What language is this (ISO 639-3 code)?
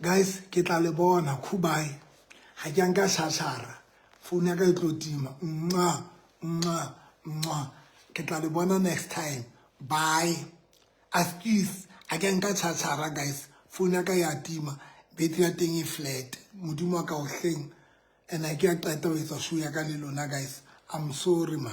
sot